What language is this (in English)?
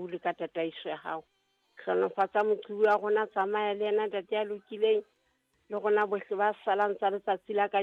Southern Sotho